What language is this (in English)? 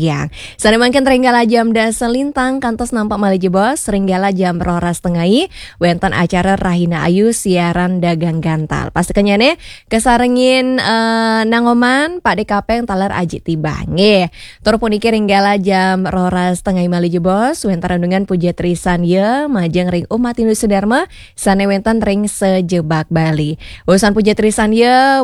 Balinese